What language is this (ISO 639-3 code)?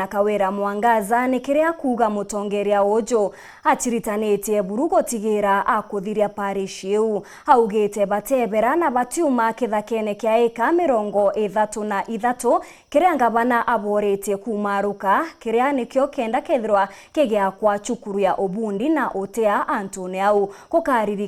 mer